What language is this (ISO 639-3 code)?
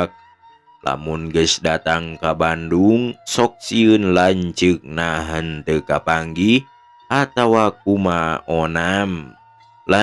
sun